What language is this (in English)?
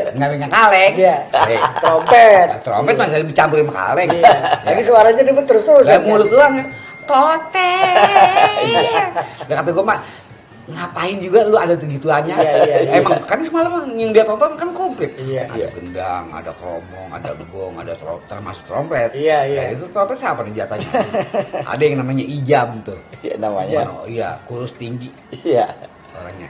Betawi